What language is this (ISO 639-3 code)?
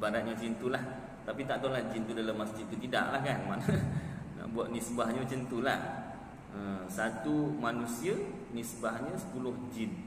msa